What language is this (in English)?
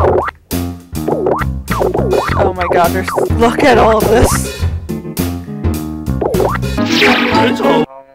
English